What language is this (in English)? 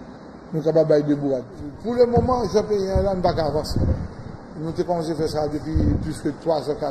Haitian Creole